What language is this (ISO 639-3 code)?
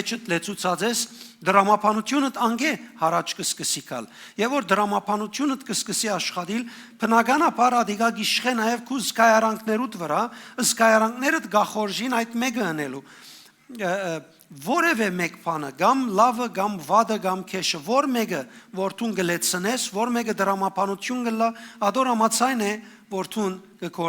hyw